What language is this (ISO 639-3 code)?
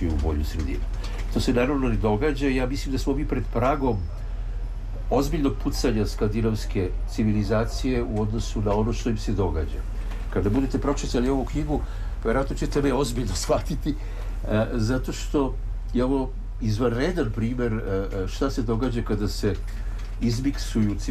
srp